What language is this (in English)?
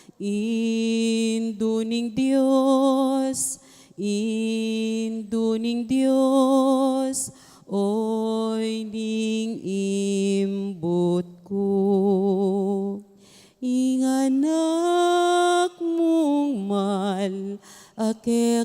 Pampanga